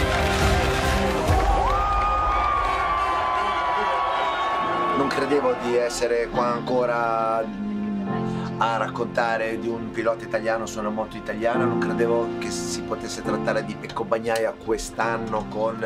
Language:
Italian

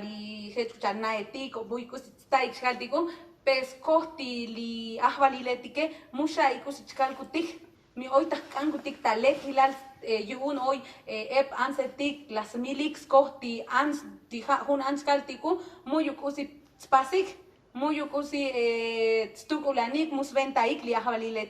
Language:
Tzotzil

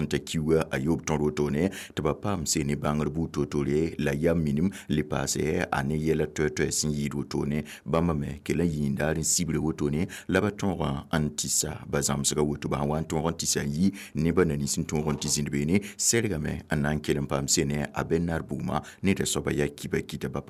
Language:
Mossi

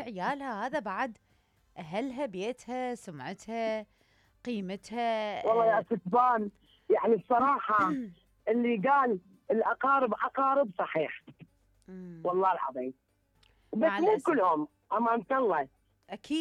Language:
Mesopotamian Arabic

